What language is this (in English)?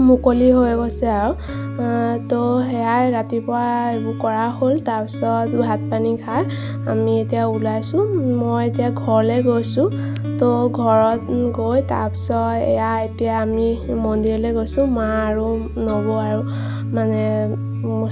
Assamese